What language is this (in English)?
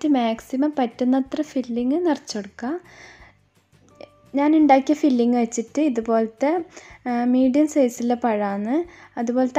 Malayalam